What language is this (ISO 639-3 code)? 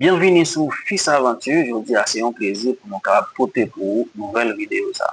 hat